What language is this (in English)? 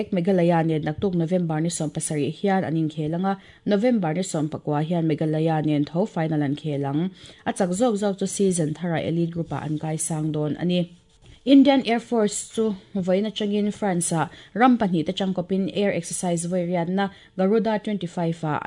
Mizo